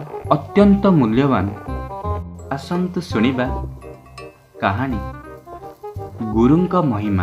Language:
Odia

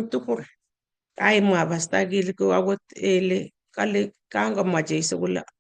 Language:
Kalenjin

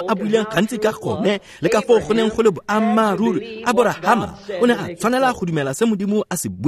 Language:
Tswana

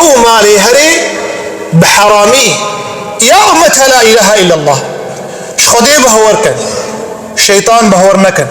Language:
Kurdish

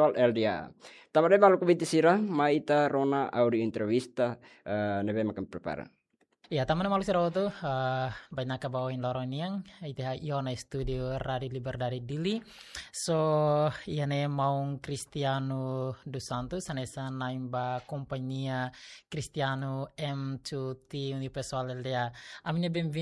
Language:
Tetum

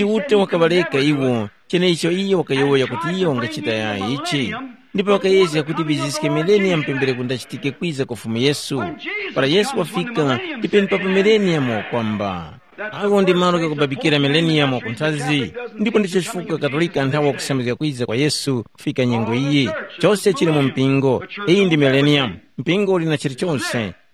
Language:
Tumbuka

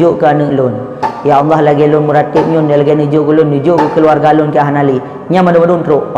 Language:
Achinese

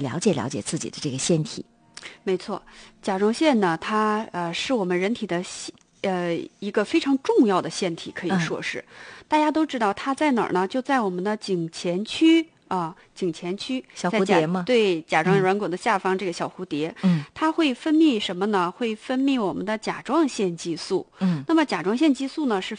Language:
Chinese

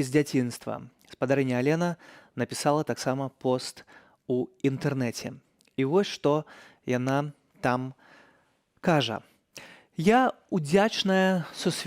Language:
Belarusian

